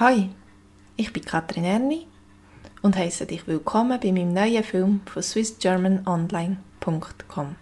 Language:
Swiss German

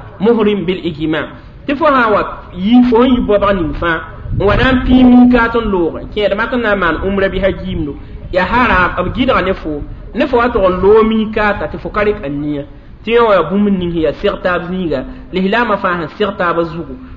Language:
Mossi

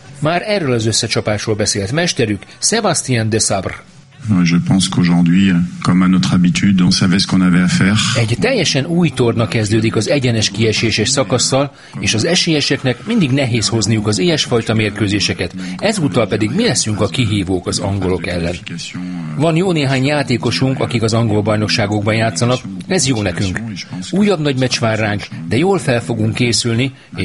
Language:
Hungarian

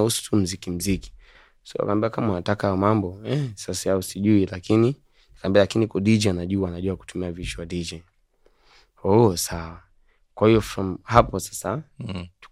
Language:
Swahili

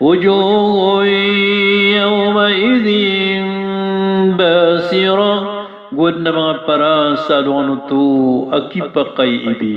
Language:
Maranao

